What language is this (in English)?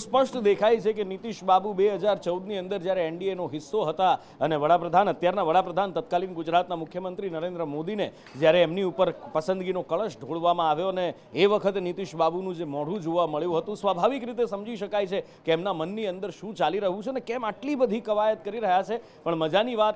Gujarati